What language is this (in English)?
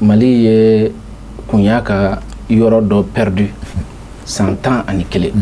Bambara